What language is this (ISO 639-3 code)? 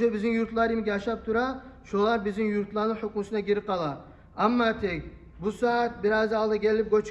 kum